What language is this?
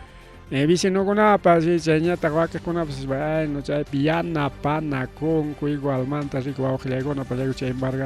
Ayacucho Quechua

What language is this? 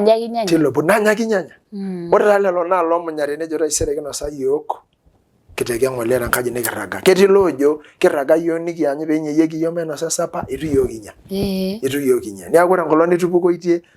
Masai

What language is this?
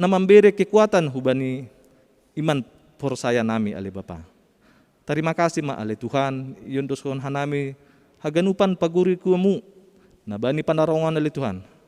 Batak Simalungun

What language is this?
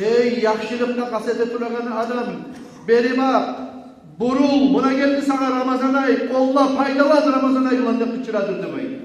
Kumyk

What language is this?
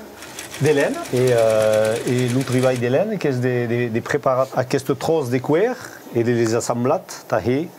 Occitan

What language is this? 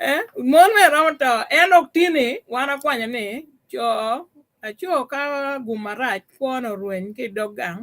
Acoli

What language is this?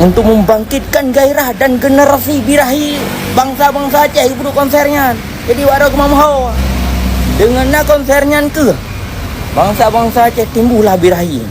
Achinese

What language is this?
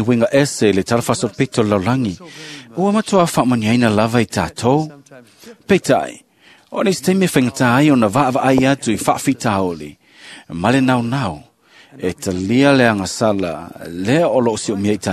Samoan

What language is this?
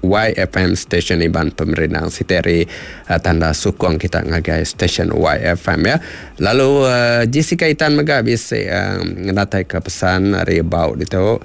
Iban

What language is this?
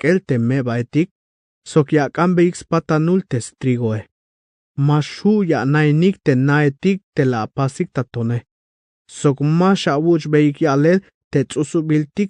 Tzeltal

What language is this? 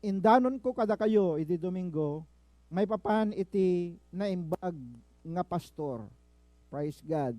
Iloko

